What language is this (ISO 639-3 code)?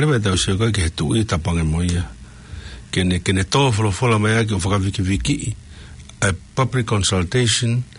ton